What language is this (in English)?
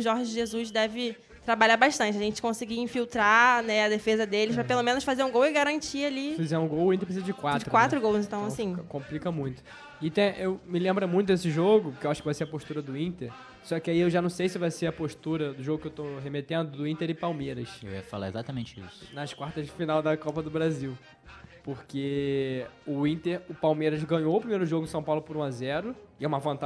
Portuguese